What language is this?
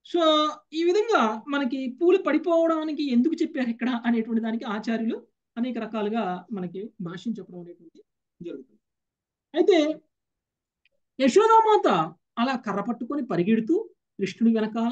Telugu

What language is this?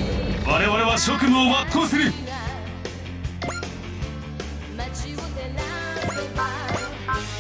Japanese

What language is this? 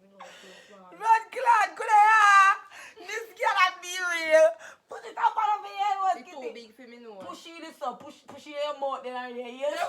Jamaican Creole English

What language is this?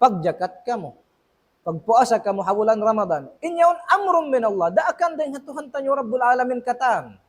Tausug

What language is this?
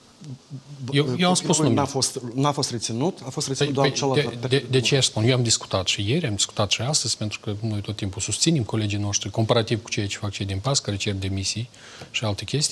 Romanian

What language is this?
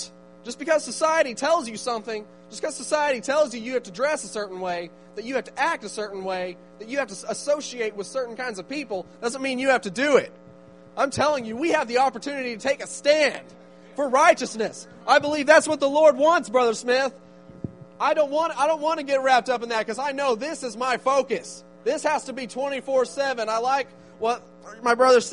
English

